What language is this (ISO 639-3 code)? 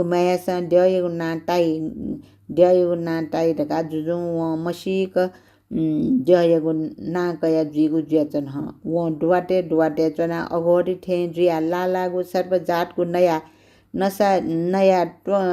new